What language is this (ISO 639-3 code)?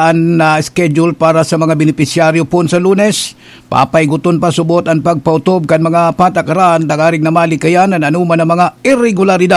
bik